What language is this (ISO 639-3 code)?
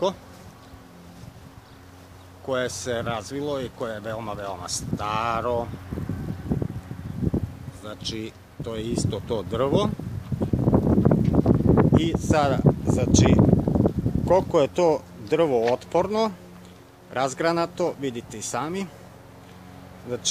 srp